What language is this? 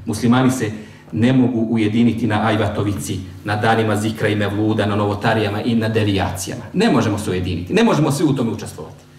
Bosnian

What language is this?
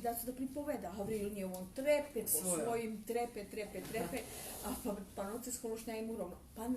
Rusyn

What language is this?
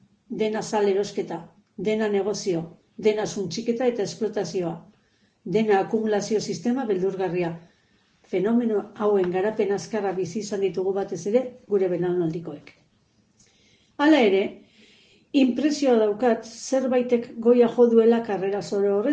Basque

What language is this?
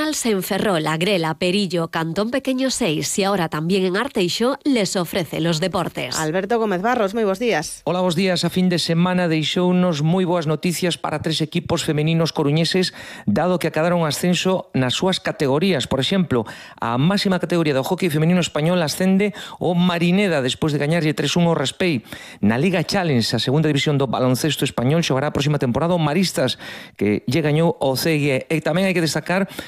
Galician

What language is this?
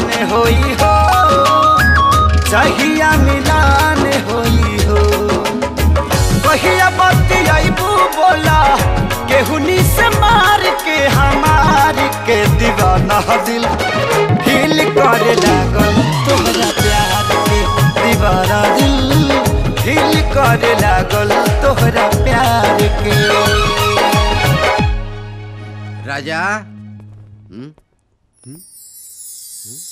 Bhojpuri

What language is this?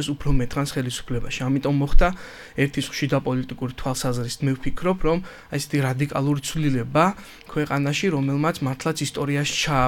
Georgian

